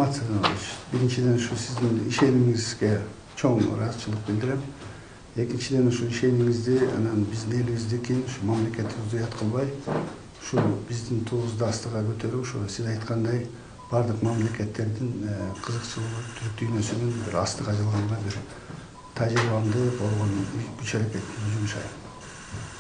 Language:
Kyrgyz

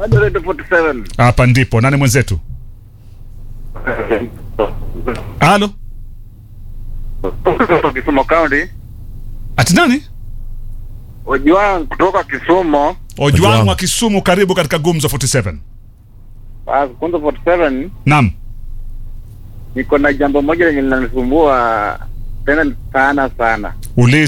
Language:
Swahili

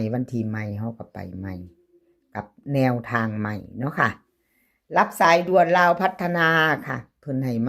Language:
Northeastern Thai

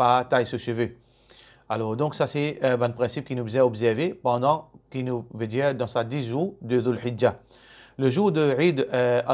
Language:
Morisyen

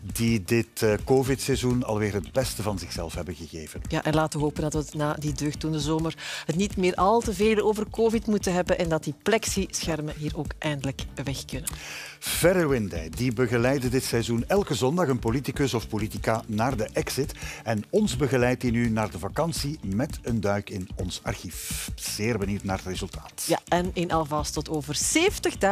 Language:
Dutch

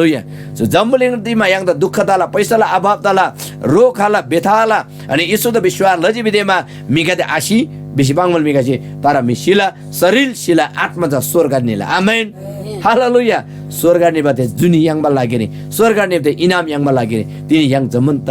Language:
Eastern Tamang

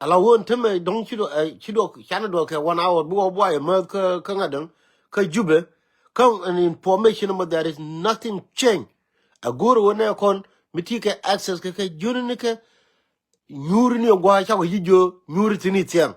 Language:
Nuer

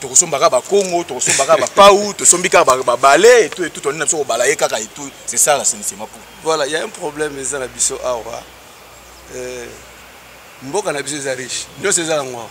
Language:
Lingala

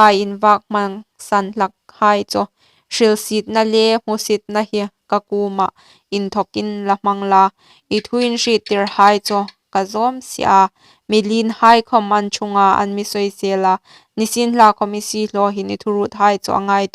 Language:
Hmar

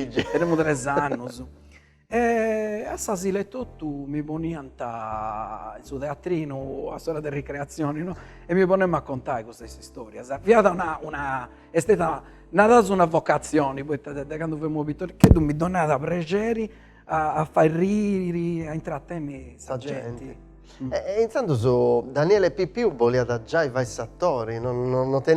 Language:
Sardinian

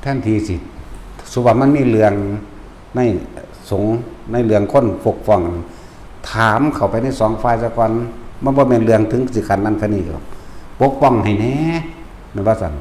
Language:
Northeastern Thai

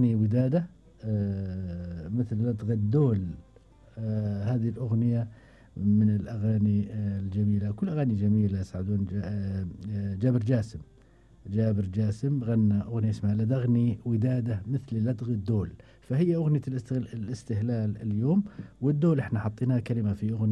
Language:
Gulf Arabic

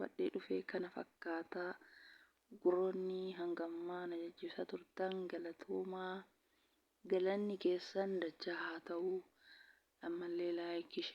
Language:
Oromo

